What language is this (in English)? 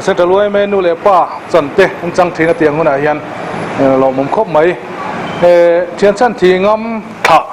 Mizo